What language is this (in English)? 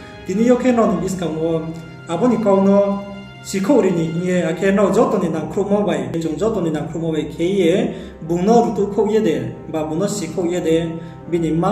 Riang (India)